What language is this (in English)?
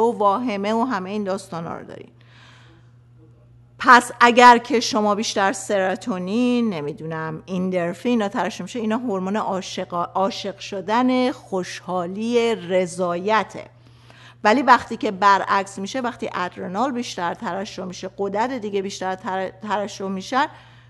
Persian